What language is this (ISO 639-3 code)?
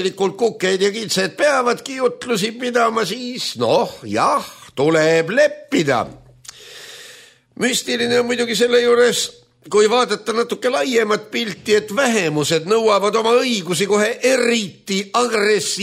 est